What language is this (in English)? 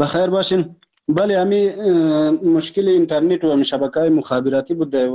Persian